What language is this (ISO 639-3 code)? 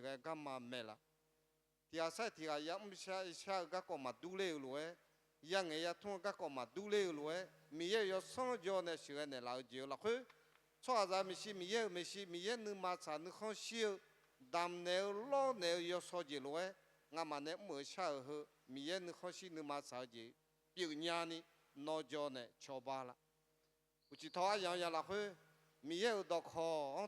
ahk